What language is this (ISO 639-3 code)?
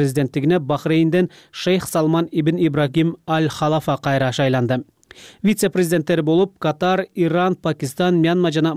kir